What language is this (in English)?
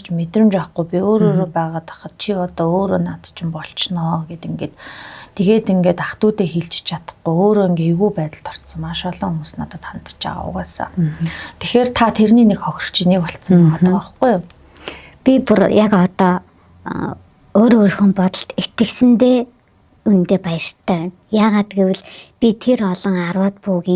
Mongolian